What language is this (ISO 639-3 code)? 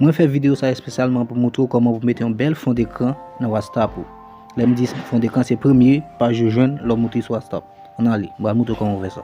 hat